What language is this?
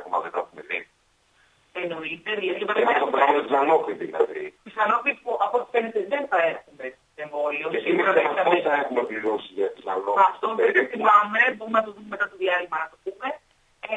Greek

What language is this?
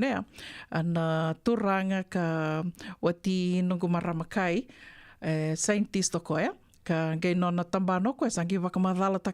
Fijian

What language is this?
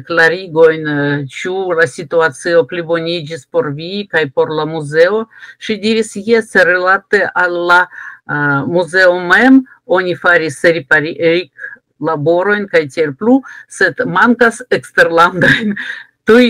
Esperanto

